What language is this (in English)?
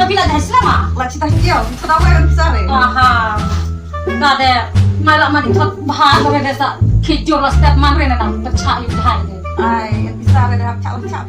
Khasi